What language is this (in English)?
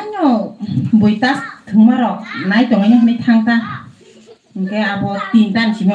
Kok Borok